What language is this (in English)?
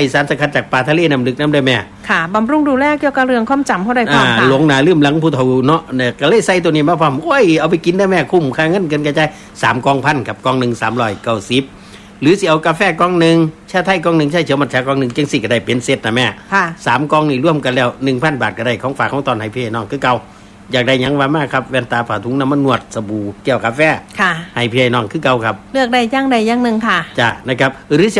Northeastern Thai